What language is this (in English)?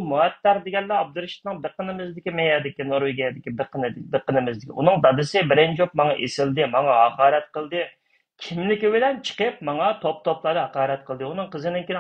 Uyghur